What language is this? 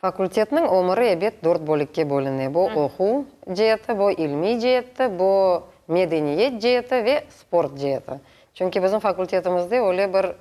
Crimean Tatar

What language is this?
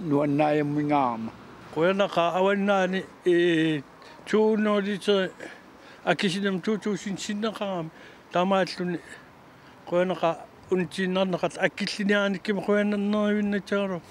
Kalaallisut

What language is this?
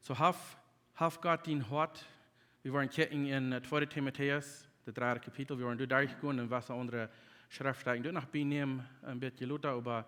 Plautdietsch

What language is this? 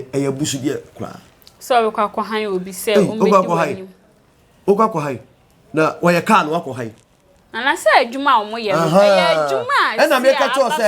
Akan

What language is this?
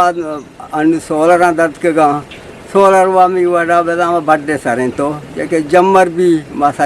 Eastern Balochi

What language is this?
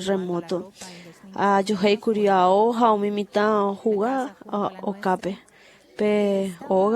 Guarani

